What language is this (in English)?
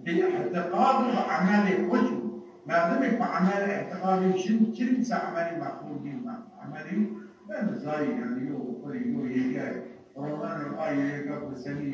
Zaza